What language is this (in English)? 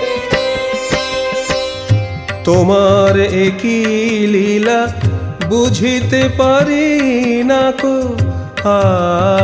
Bangla